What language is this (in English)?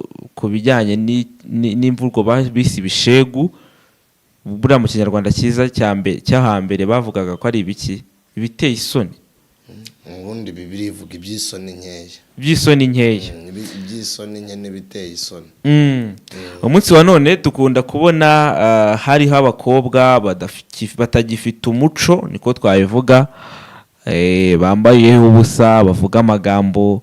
Kinyarwanda